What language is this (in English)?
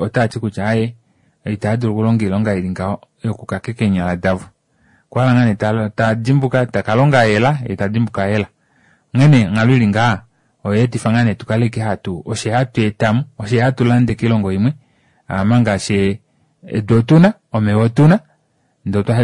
Kuanyama